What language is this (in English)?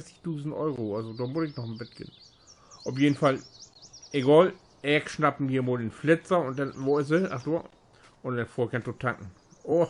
Low German